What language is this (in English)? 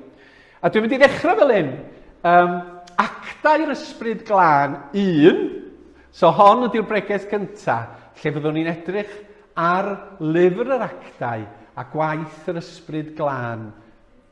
Welsh